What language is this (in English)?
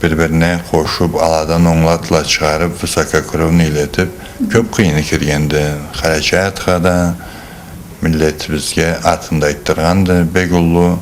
Karachay-Balkar